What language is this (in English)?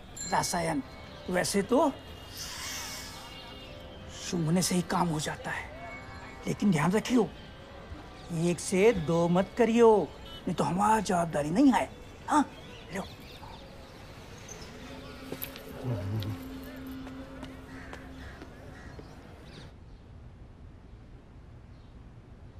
Hindi